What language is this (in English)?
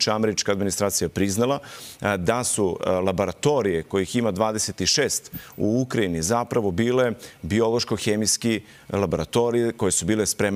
Serbian